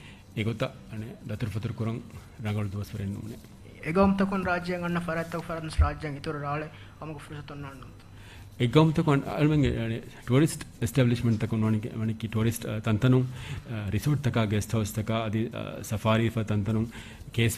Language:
Divehi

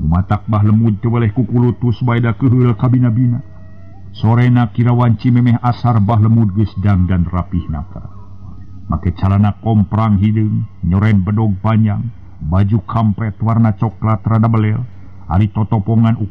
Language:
Sundanese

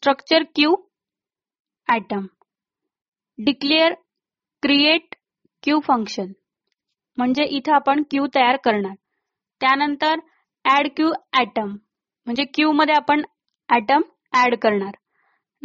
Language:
Marathi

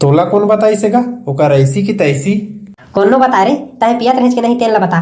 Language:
Chhattisgarhi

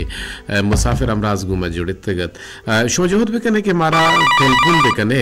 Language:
Baluchi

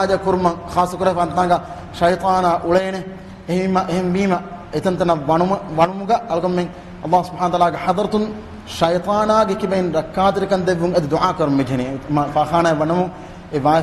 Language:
Divehi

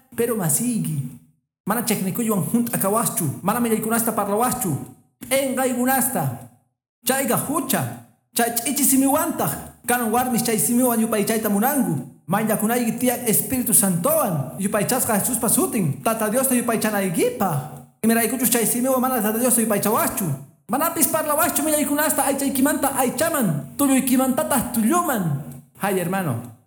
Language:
Quechua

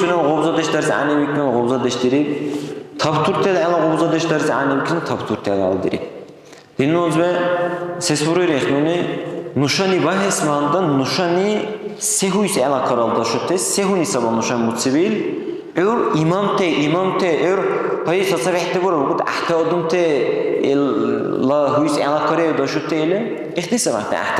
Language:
Dargwa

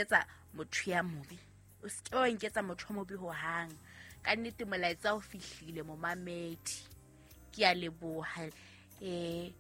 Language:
Southern Sotho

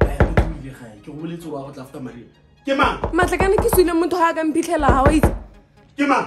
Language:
Tswana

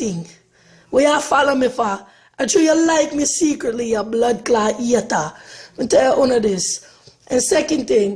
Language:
Jamaican Creole English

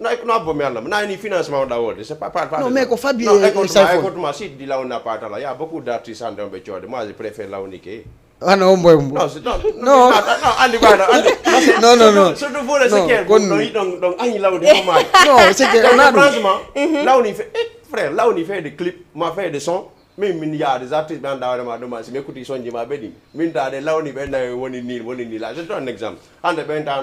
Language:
Fula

